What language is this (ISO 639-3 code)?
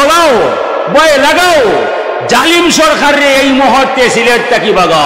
syl